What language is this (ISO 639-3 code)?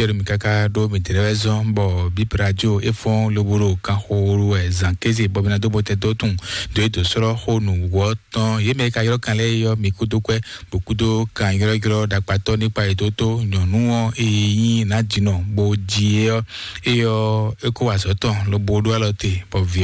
fon